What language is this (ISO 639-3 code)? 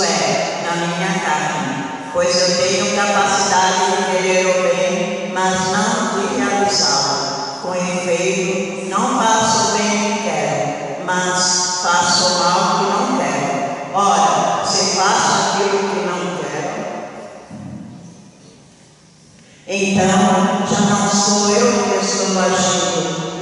por